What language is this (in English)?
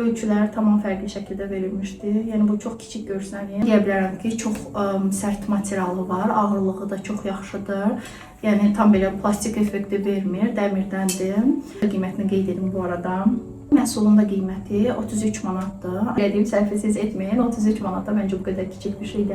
Azerbaijani